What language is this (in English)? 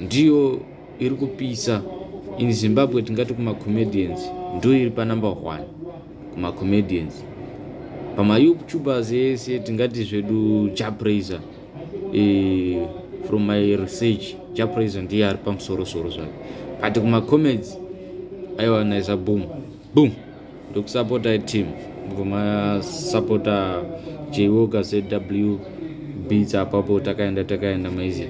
Shona